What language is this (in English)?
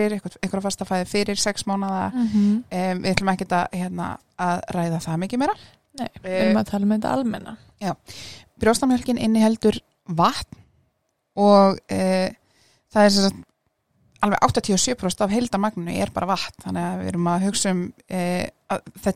Icelandic